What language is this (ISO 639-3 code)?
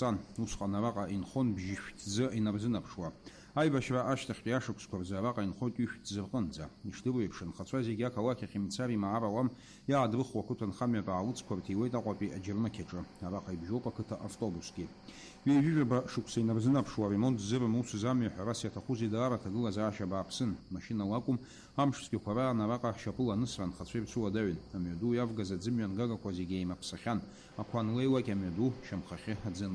abk